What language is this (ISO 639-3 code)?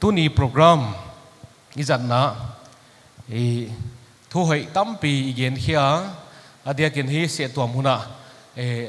pck